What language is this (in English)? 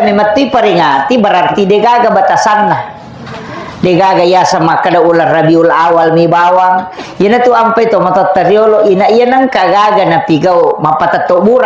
Buginese